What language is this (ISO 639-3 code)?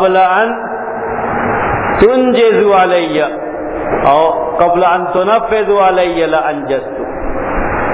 urd